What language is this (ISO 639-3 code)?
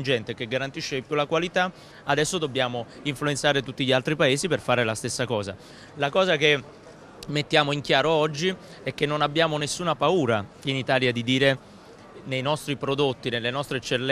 ita